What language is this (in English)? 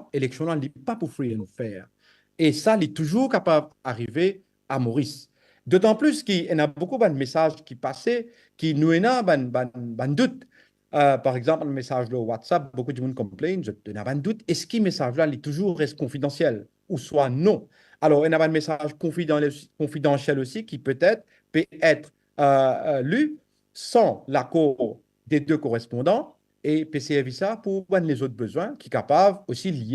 Morisyen